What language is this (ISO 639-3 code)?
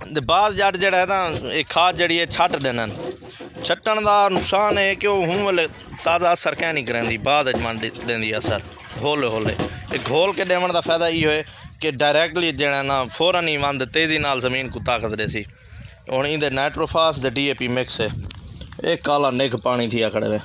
skr